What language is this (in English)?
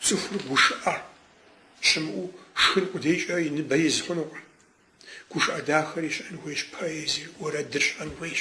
Kabardian